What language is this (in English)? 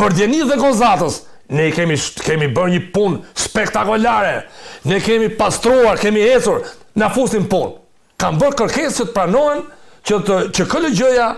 Albanian